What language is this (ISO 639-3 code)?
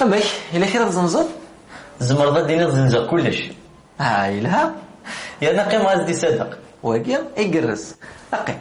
kab